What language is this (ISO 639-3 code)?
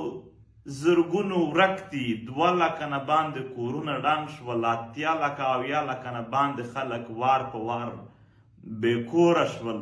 pus